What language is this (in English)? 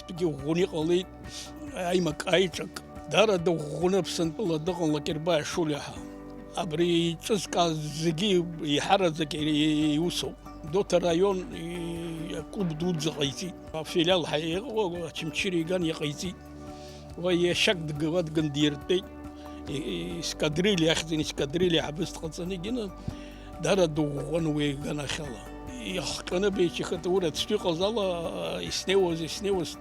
Abkhazian